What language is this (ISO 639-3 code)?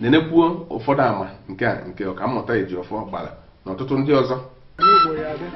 ibo